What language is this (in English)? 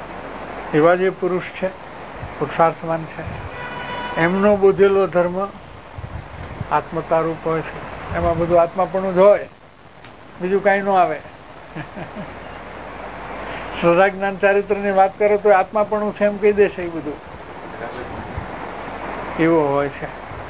Gujarati